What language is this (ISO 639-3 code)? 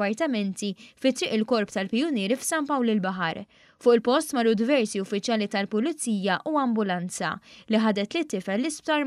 mlt